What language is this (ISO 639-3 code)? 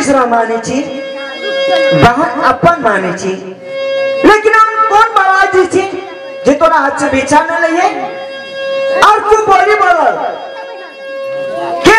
mai